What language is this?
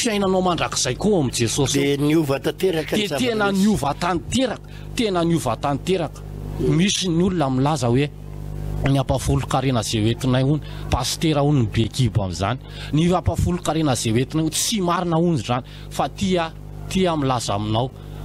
Malagasy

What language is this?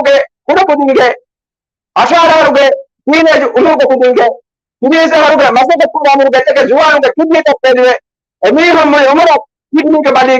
Divehi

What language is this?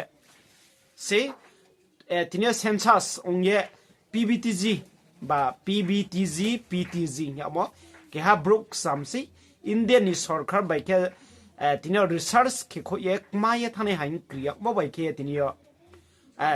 Riang (India)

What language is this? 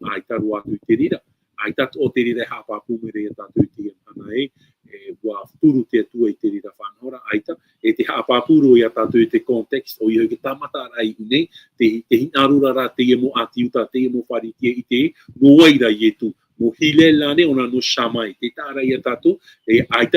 Tahitian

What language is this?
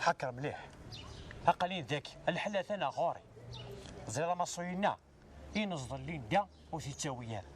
Kabyle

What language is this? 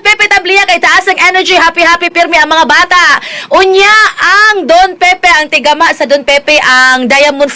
Cebuano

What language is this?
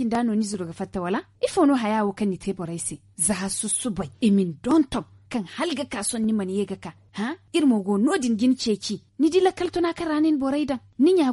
Zarma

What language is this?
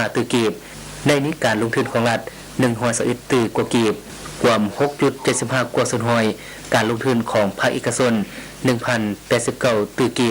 Lao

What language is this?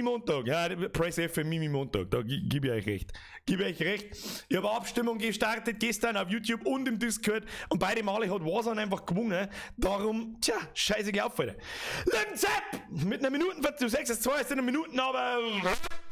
Bavarian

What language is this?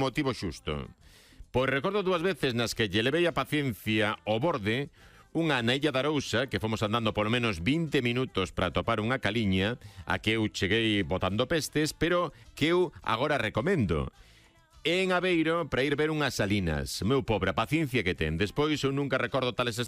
Galician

